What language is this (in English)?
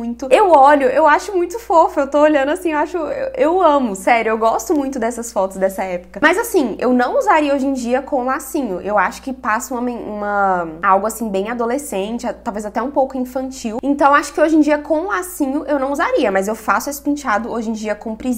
Portuguese